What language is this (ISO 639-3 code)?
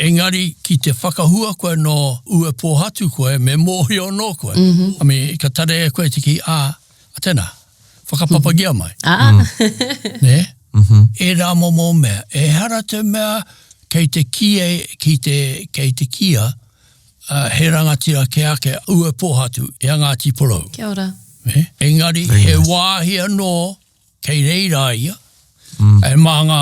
mri